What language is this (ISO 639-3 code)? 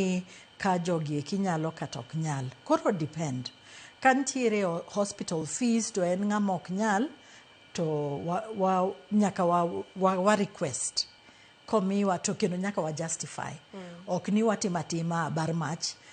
luo